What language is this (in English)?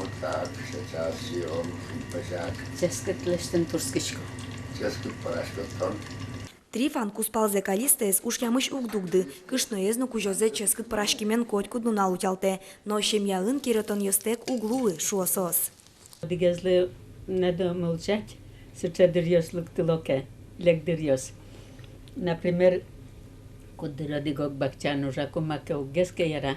Udmurt